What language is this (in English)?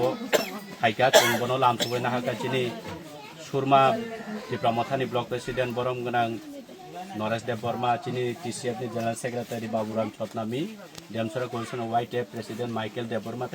Kok Borok